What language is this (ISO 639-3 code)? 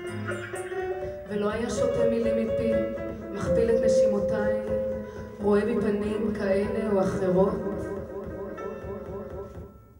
heb